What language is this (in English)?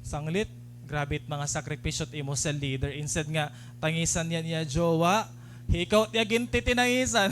Waray